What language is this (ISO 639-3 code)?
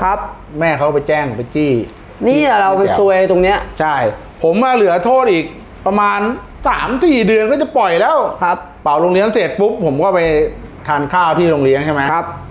tha